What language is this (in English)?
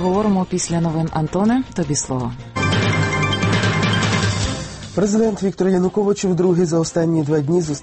Ukrainian